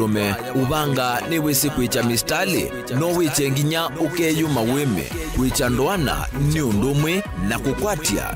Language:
Kamba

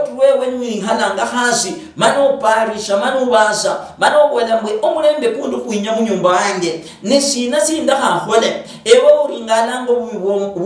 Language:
Luyia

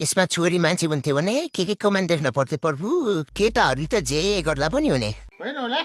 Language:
Nepali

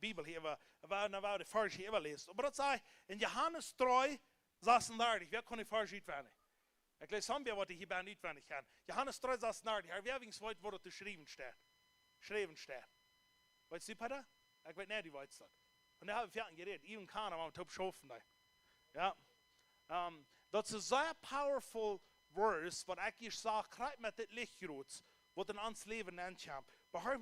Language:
Plautdietsch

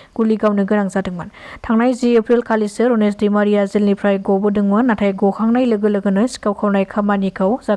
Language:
Bodo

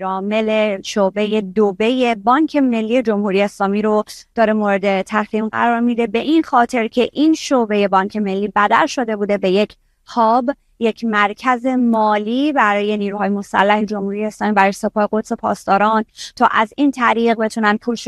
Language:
Persian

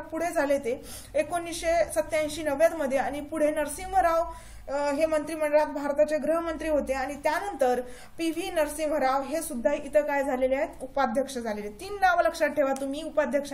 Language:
Marathi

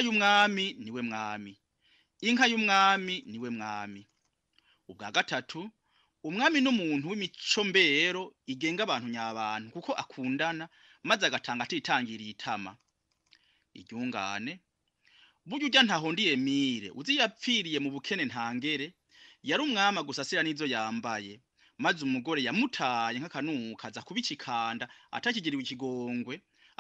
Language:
Rundi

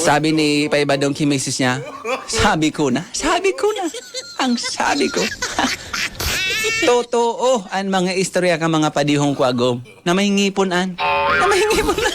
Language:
Bikol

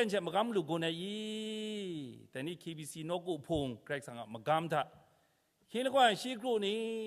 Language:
Kachin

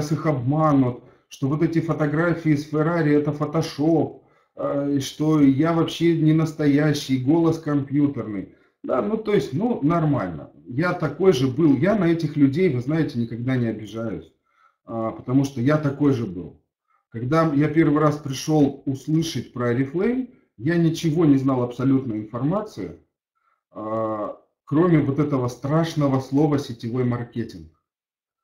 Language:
Russian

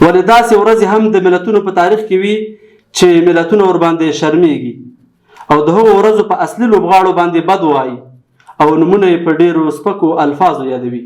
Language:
Pashto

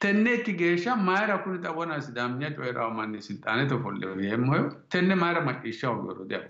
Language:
Sidamo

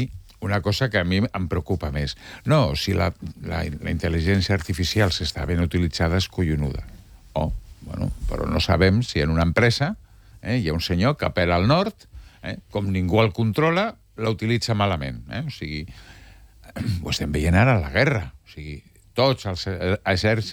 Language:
Catalan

